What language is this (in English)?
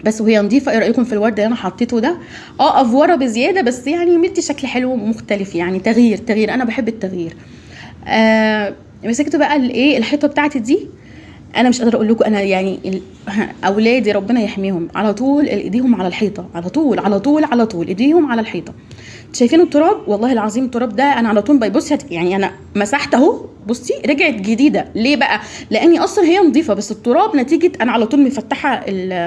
Egyptian Arabic